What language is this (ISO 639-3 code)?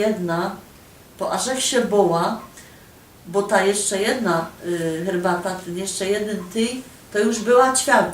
szl